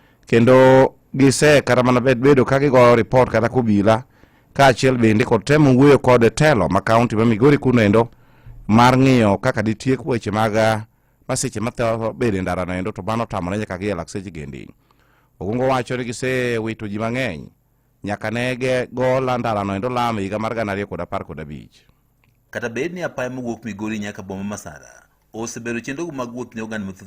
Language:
Luo (Kenya and Tanzania)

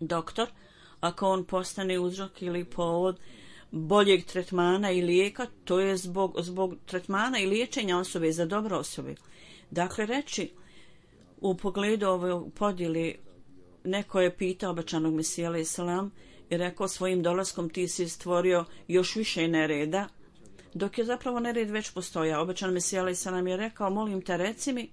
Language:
Bosnian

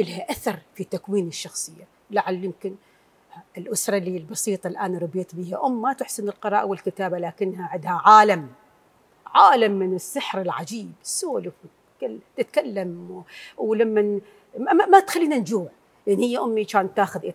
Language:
Mesopotamian Arabic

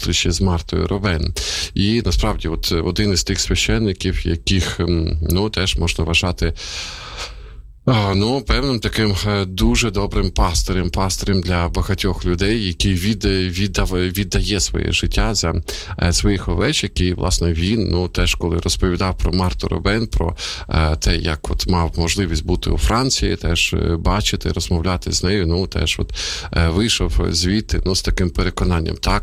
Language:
Ukrainian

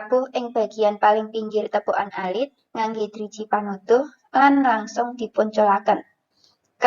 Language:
Javanese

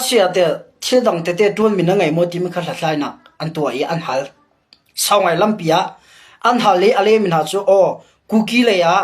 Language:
Hakha Chin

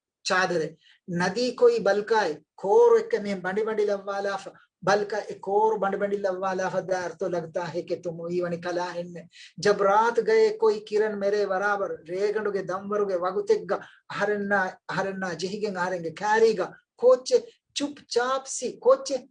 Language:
Divehi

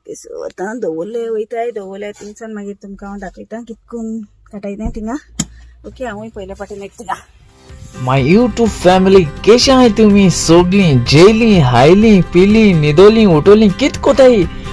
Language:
Konkani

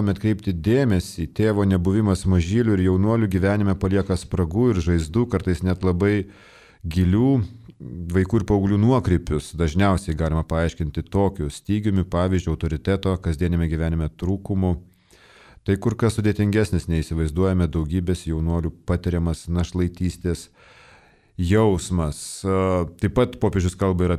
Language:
Lithuanian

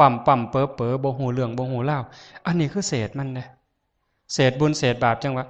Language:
Lao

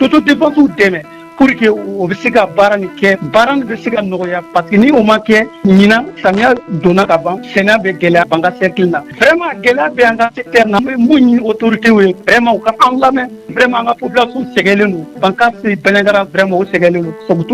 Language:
Bambara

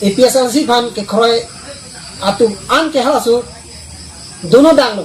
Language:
Karbi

